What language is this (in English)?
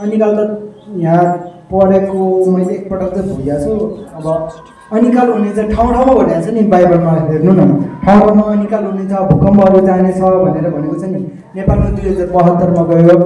Nepali